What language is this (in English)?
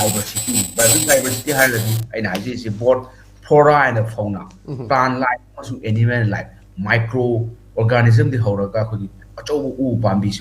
Manipuri